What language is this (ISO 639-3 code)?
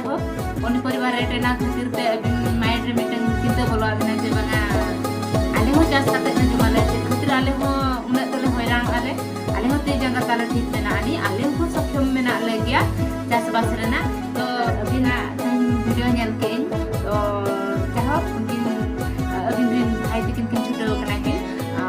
sat